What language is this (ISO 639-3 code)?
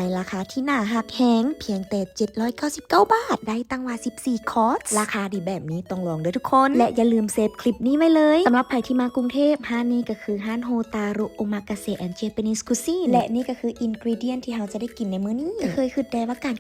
lao